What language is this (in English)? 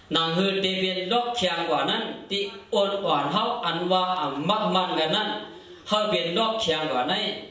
Shan